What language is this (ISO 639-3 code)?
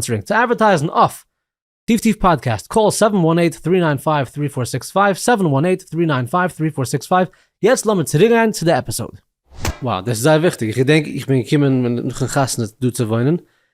yid